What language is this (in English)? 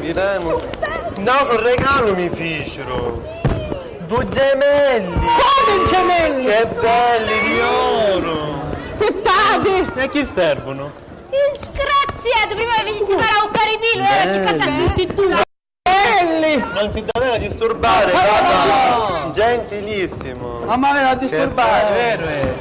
Sicilian